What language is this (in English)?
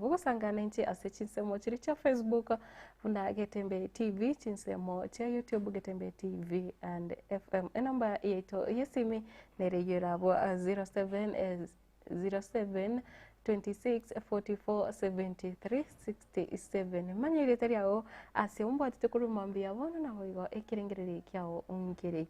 Gusii